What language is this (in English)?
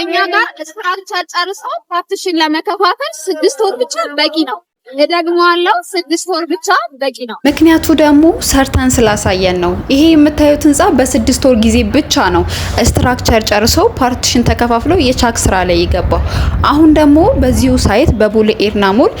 Amharic